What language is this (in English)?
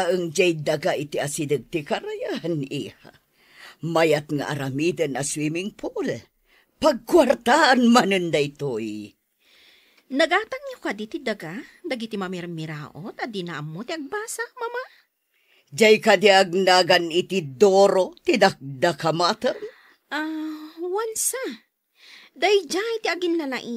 Iloko